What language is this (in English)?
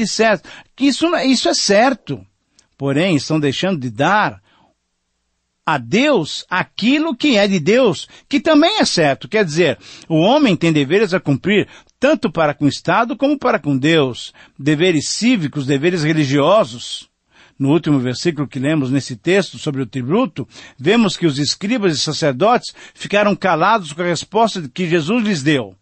Portuguese